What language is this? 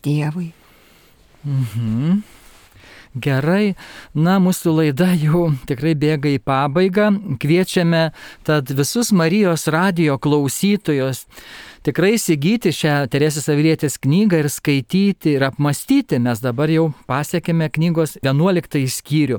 Lithuanian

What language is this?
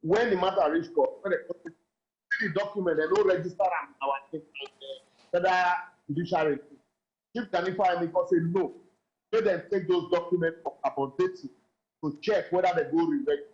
Nigerian Pidgin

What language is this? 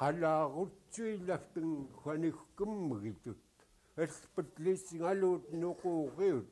Central Yupik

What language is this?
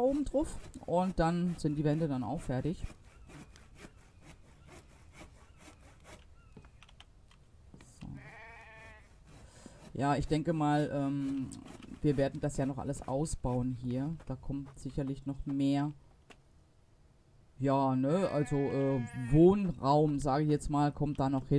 German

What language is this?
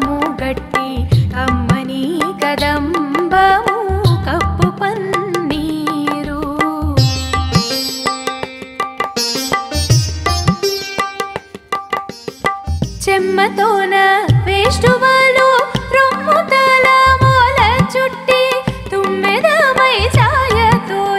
Telugu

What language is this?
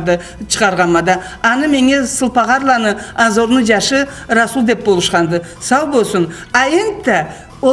Karachay-Balkar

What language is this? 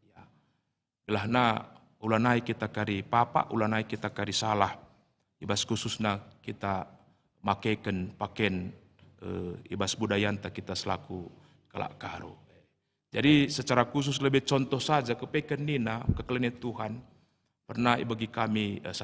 Batak Karo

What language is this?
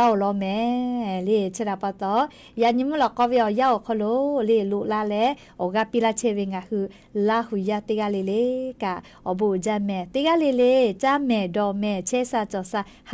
Lahu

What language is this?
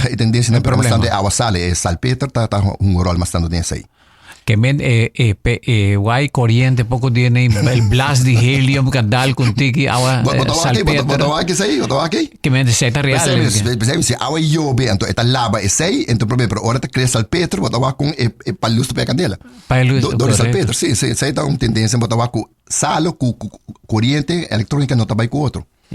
Papiamento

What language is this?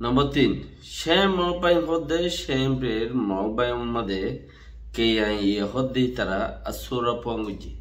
Rohingya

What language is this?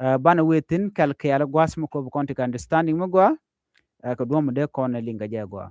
Nuer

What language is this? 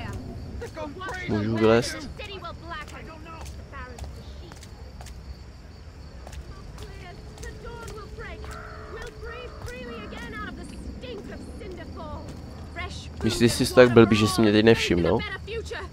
Czech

